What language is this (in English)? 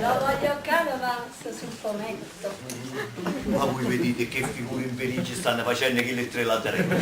Neapolitan